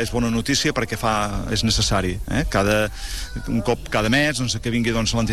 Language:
Catalan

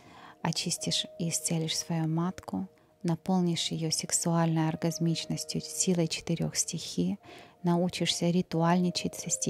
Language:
Russian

